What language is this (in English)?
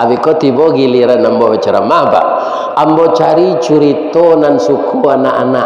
Minangkabau